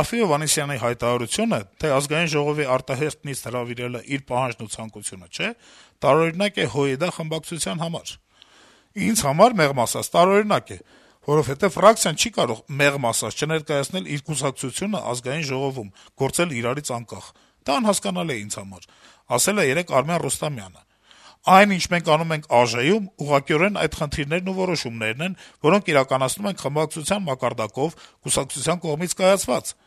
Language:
Armenian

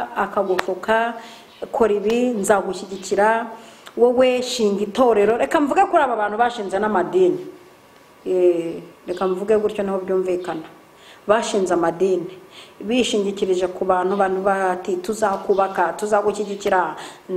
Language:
Kinyarwanda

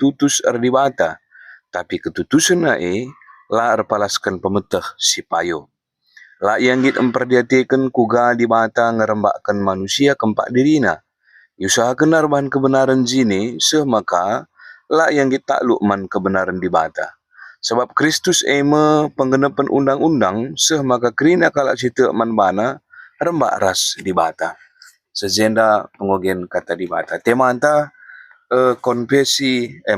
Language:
Batak Karo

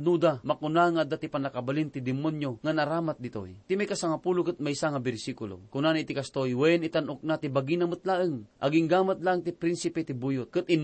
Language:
Iloko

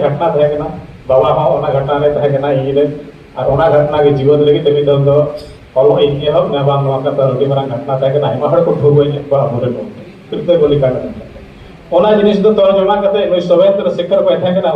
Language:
Santali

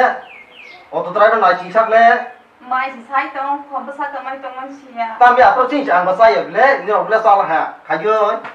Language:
Kok Borok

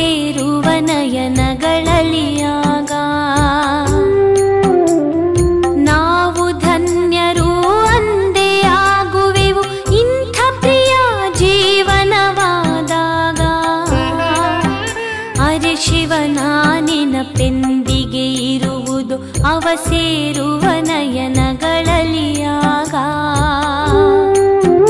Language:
Kannada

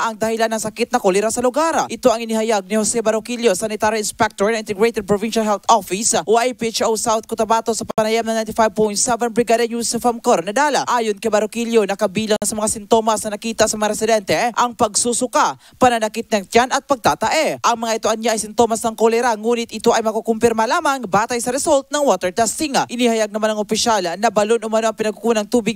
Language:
Filipino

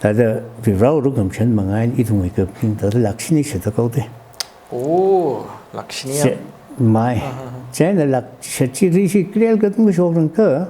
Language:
Tangkhul Naga (India)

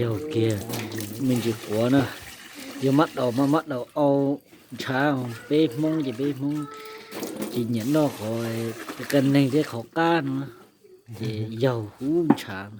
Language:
Hmong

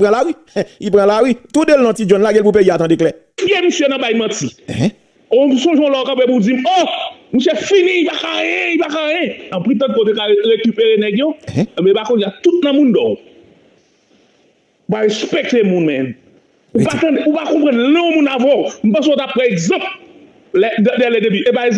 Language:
Haitian Creole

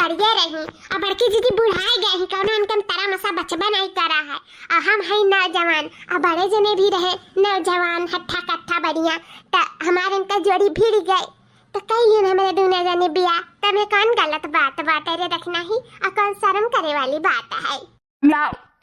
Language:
Awadhi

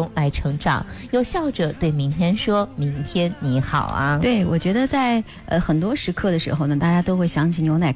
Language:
Chinese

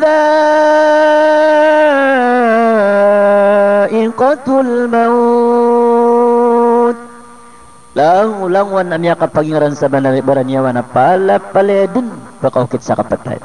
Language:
Maranao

